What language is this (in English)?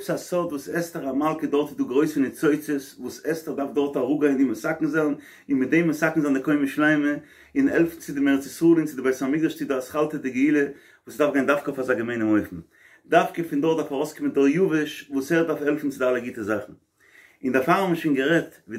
Yiddish